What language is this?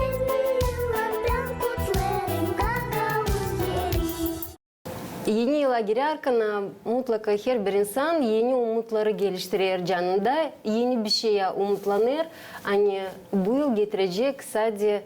Gagauz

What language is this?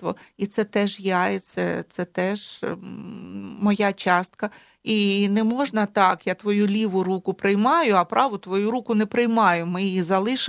Ukrainian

